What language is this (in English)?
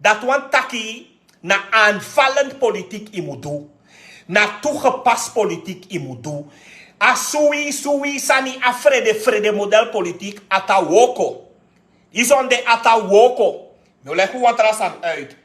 Sranan Tongo